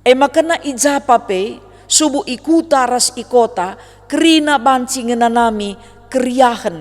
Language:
Batak Karo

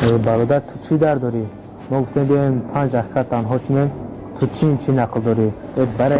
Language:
Tajik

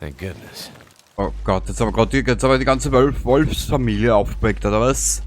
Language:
Bavarian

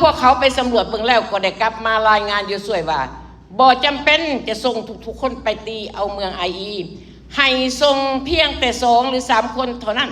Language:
Lao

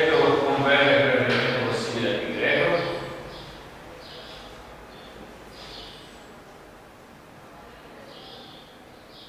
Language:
Italian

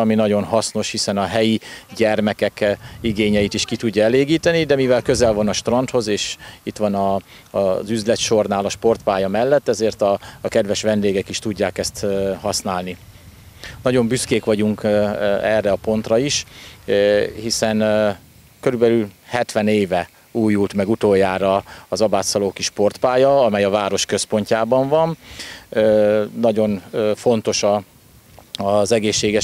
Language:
Hungarian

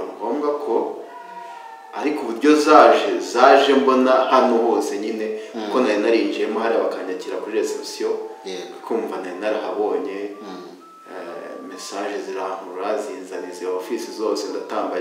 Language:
Kinyarwanda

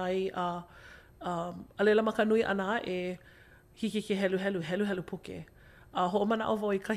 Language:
Hawaiian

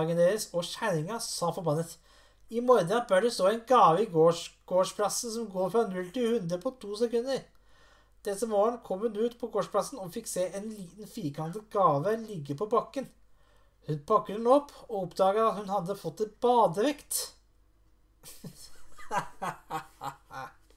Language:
Norwegian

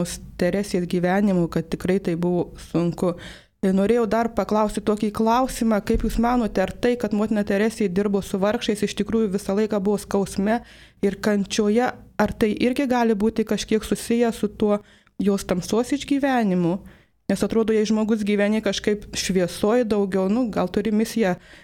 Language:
Lithuanian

